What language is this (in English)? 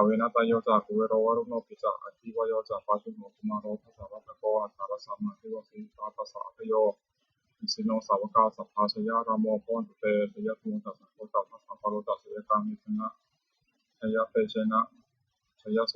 Pali